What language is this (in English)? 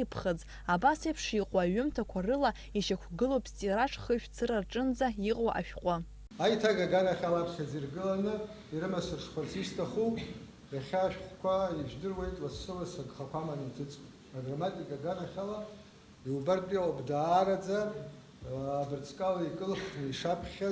Abkhazian